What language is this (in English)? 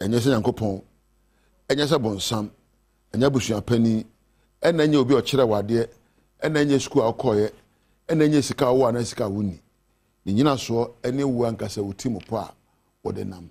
Akan